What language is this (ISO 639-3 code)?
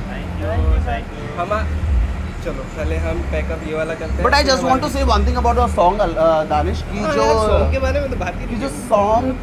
hin